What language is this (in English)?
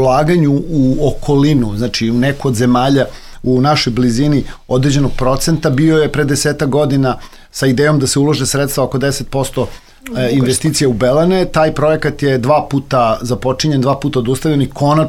Serbian